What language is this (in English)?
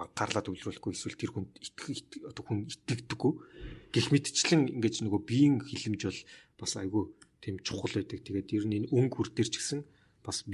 Mongolian